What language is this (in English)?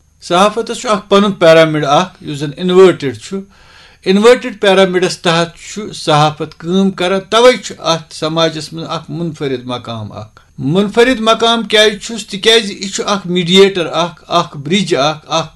Kashmiri